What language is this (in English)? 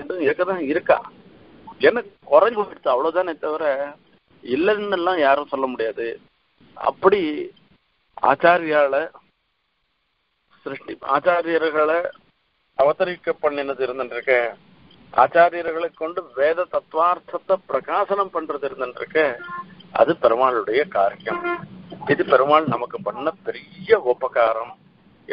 Tamil